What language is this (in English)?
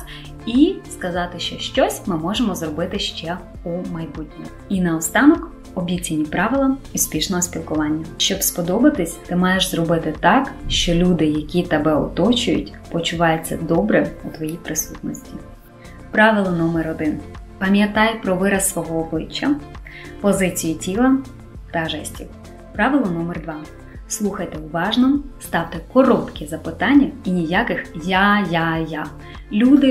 Ukrainian